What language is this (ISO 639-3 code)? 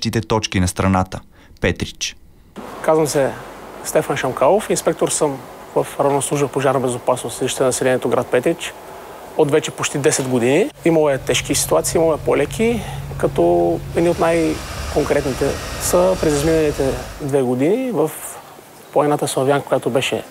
bul